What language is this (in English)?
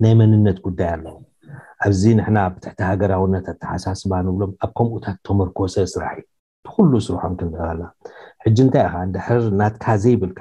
Tigrinya